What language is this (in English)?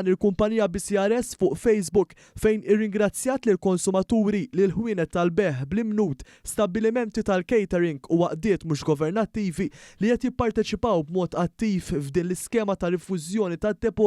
Maltese